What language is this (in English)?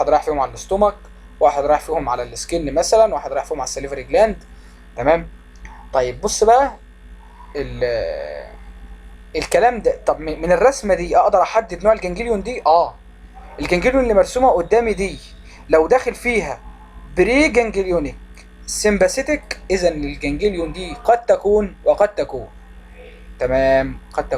Egyptian Arabic